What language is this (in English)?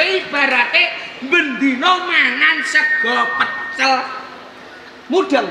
Javanese